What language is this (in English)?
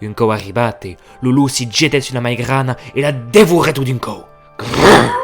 Occitan